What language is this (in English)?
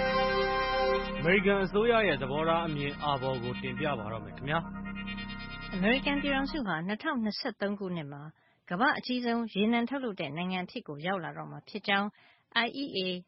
Burmese